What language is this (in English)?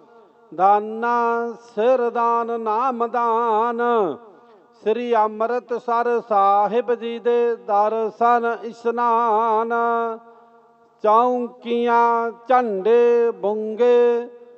Punjabi